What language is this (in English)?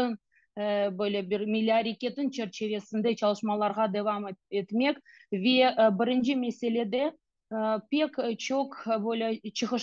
Crimean Tatar